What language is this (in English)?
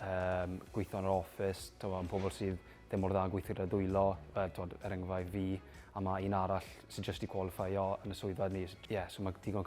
Welsh